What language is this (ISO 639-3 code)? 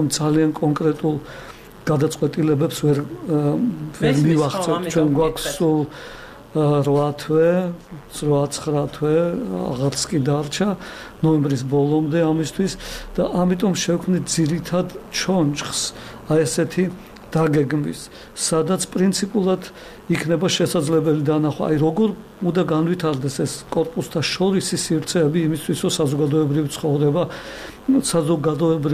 kat